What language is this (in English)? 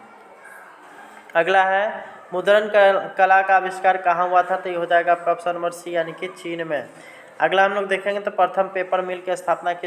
Hindi